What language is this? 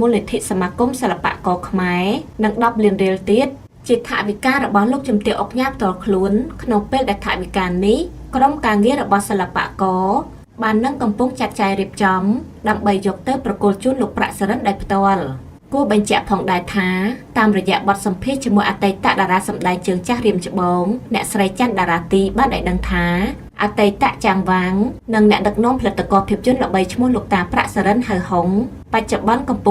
Khmer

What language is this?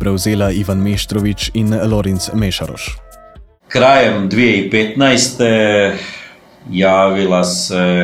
Croatian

